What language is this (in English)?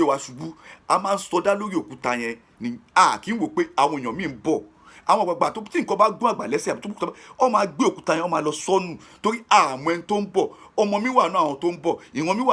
Yoruba